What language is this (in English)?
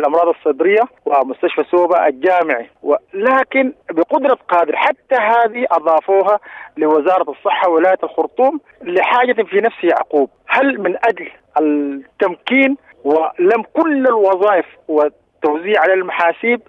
Sudanese Arabic